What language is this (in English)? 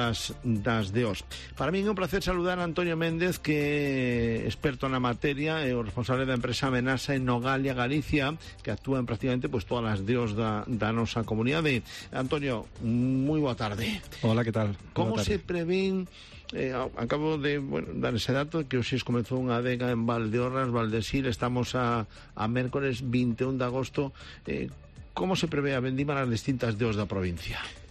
Galician